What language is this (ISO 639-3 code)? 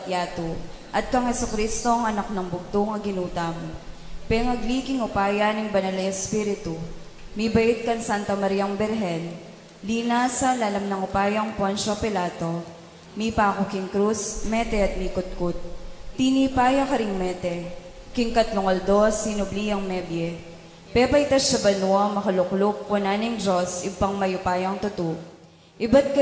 pam